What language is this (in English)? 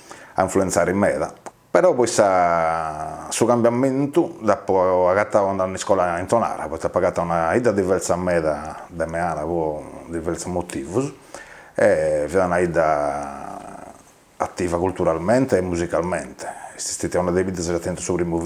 Sardinian